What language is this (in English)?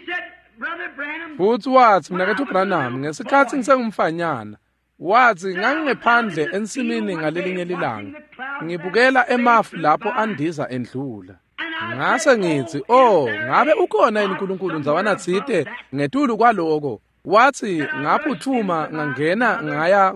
Swati